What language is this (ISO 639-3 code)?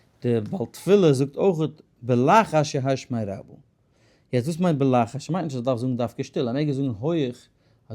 yid